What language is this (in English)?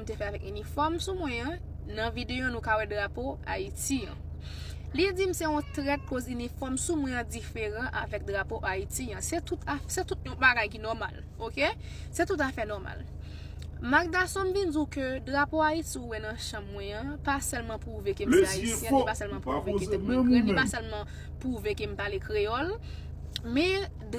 Haitian Creole